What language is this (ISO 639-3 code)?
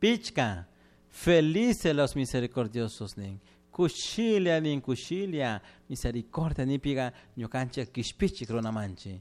qug